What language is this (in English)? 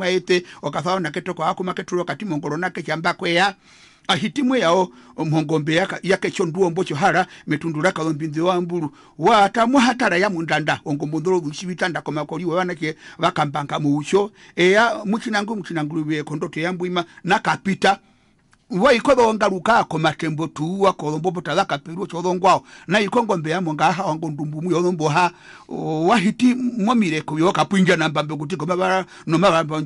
Herero